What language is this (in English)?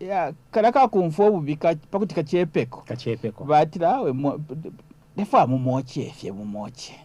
Bemba